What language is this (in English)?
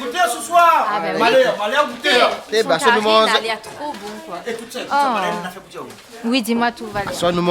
Réunion Creole French